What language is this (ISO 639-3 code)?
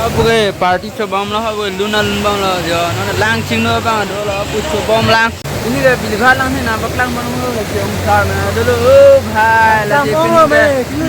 mjw